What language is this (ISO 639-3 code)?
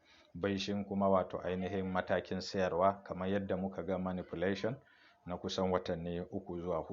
hau